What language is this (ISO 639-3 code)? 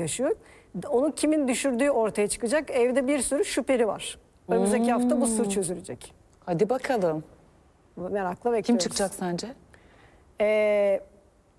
tur